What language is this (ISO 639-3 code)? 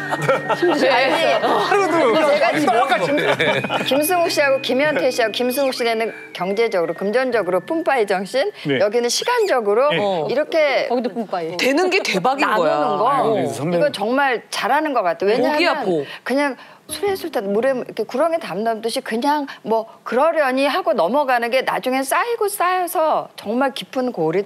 kor